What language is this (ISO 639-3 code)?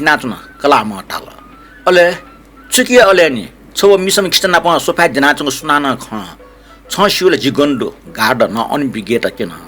new